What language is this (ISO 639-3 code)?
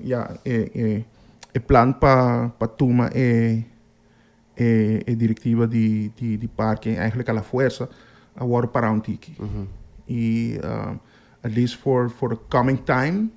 pap